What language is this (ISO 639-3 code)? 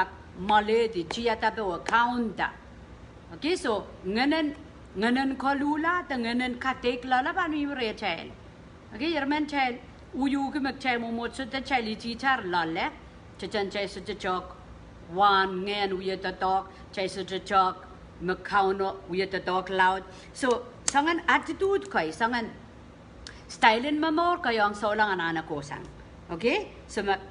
pon